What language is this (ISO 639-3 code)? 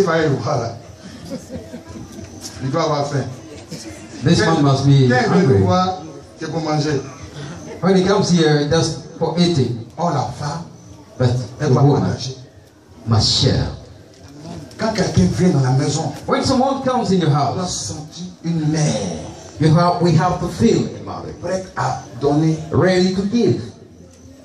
fra